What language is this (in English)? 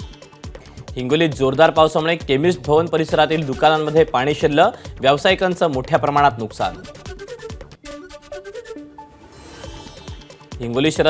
Marathi